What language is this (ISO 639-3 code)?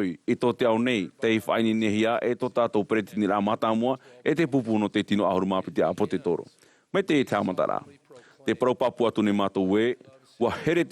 tah